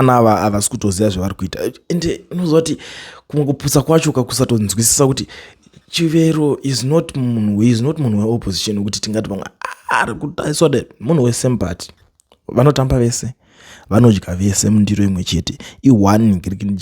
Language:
Shona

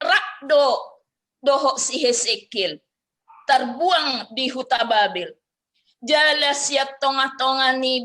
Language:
Batak Toba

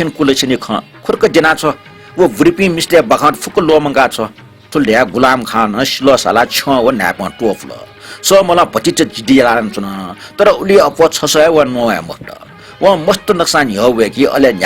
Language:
Newari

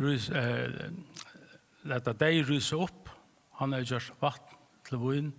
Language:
Faroese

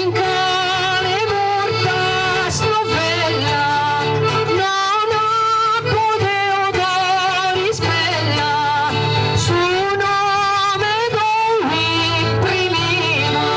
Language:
Sardinian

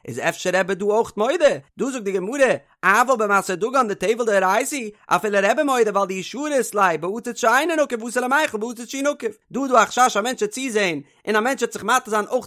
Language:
Yiddish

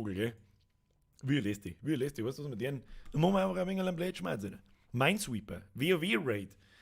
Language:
Bavarian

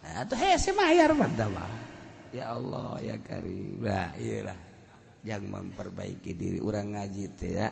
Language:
Sundanese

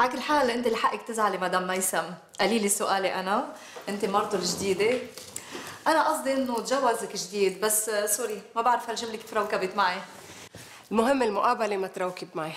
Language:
North Levantine Arabic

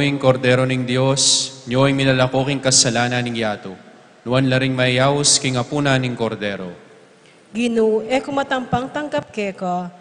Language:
Pampanga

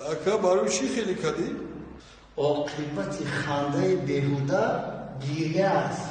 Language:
Tajik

